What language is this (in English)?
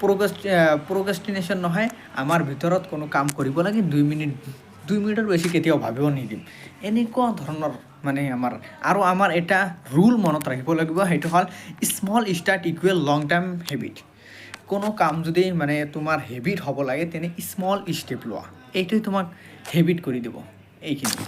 Assamese